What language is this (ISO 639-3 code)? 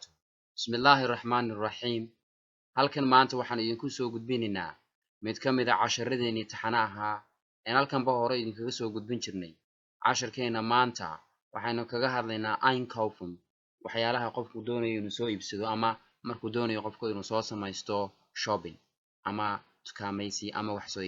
som